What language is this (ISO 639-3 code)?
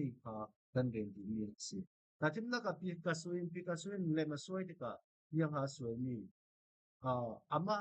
cfm